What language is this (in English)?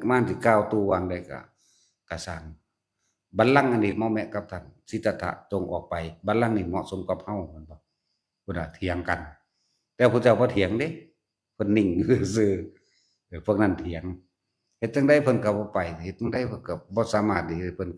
Northeastern Thai